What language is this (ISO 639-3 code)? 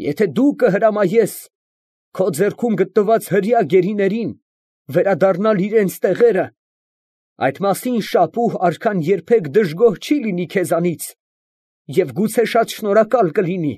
hye